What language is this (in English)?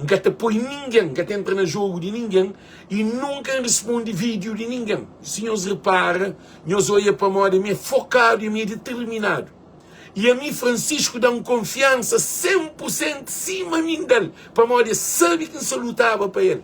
Kabuverdianu